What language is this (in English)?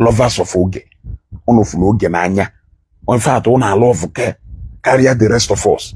Igbo